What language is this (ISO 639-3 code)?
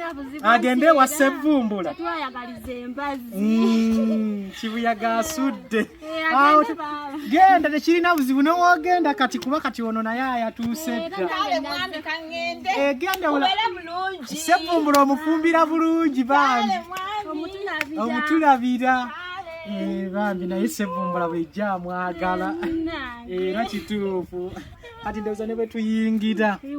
lug